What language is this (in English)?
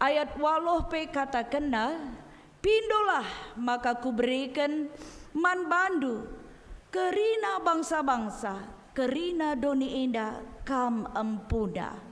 Batak Karo